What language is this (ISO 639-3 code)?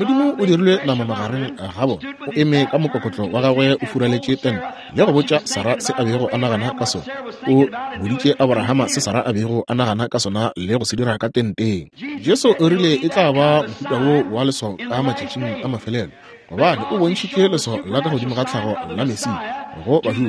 nso